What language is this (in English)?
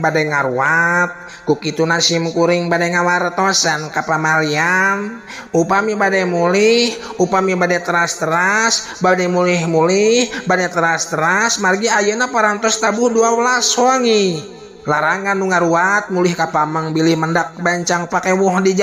Sundanese